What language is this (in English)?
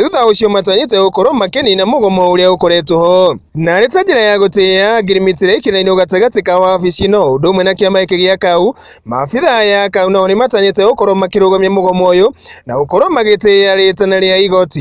Kikuyu